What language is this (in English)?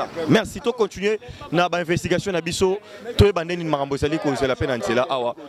Lingala